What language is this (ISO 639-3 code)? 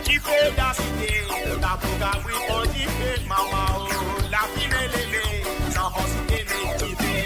mfe